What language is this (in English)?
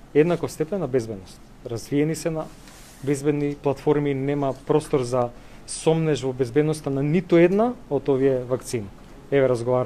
Macedonian